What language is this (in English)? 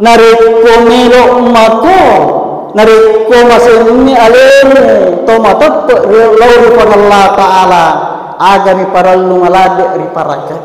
Buginese